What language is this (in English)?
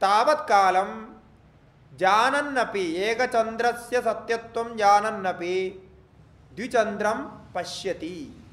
Sanskrit